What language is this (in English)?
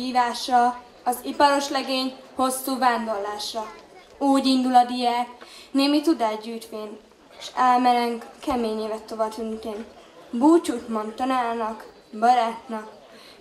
Hungarian